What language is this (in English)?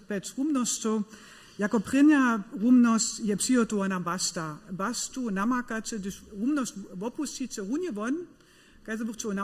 Upper Sorbian